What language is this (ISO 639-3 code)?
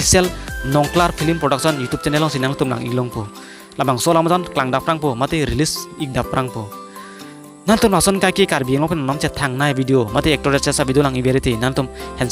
mjw